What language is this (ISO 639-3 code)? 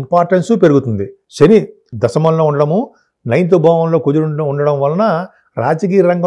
tel